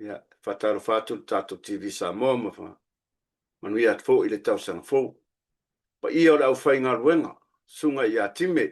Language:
Samoan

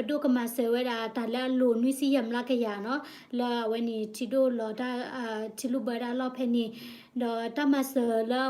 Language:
S'gaw Karen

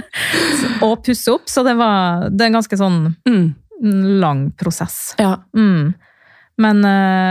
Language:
Norwegian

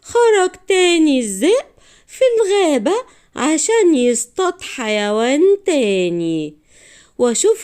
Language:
Egyptian Arabic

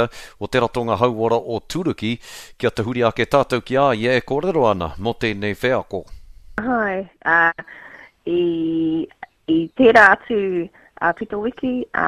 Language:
Māori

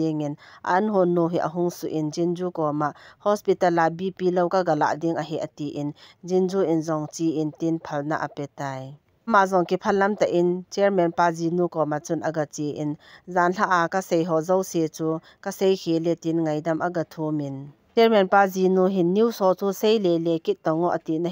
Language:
Thado Chin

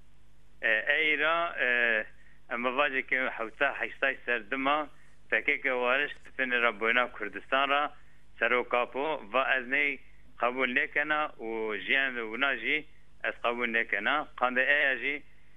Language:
Zaza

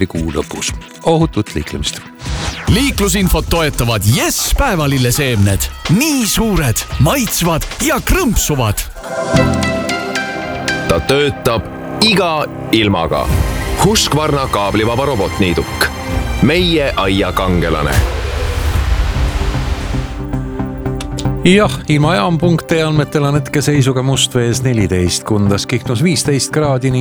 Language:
Estonian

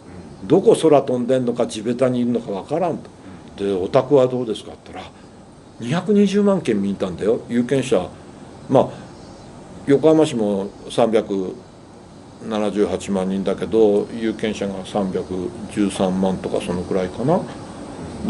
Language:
Japanese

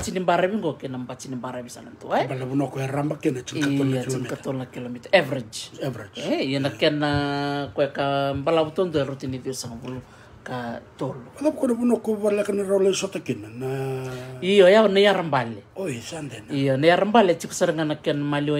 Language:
Fijian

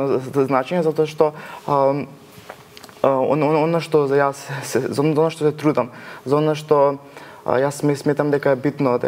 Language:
Macedonian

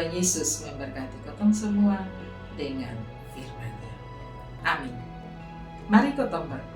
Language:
Kupang Malay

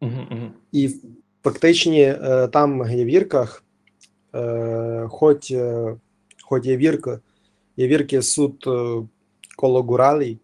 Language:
Rusyn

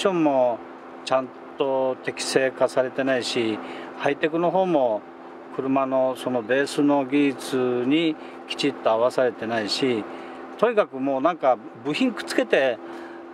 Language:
Japanese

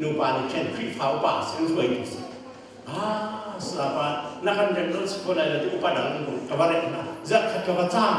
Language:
Hakha Chin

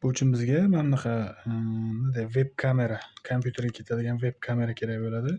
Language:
Uzbek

